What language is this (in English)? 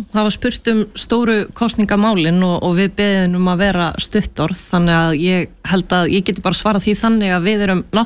Icelandic